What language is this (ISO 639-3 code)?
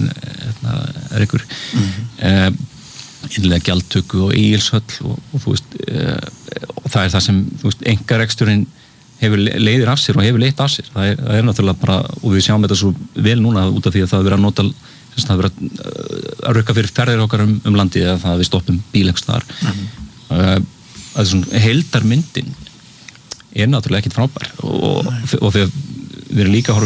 isl